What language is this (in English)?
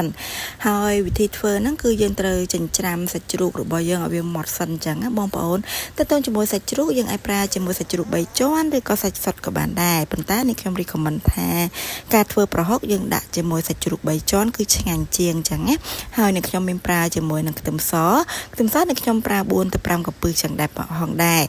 Khmer